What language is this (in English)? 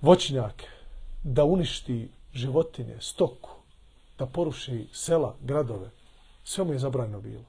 Bosnian